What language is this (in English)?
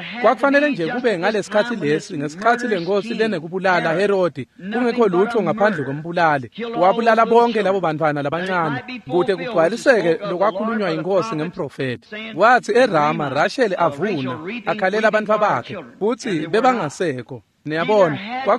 Swati